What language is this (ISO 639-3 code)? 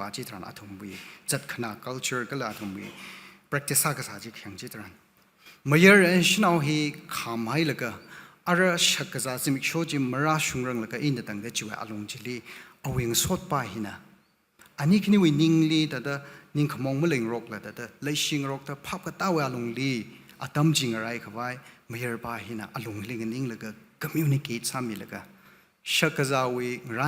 nmf